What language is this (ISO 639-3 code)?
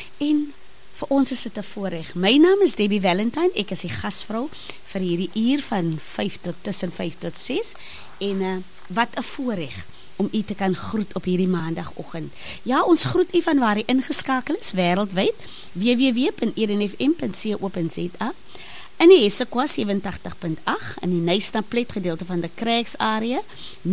afr